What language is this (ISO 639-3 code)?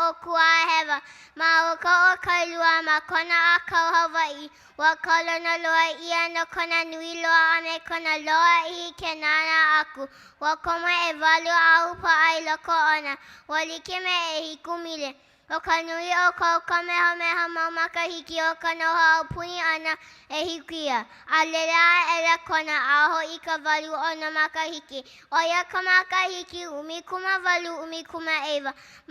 haw